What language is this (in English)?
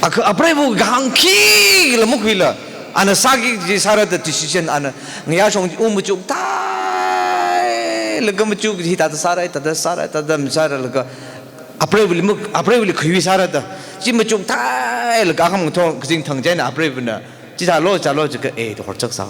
Tangkhul Naga (India)